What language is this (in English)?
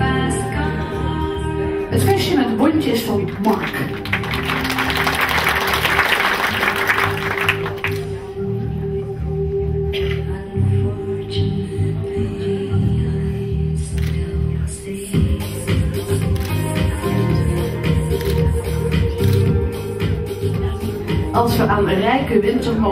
Dutch